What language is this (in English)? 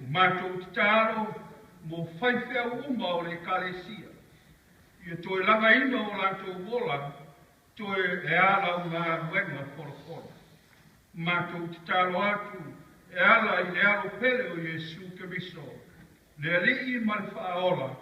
Samoan